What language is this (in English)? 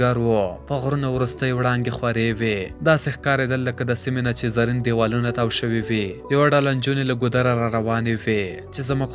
Pashto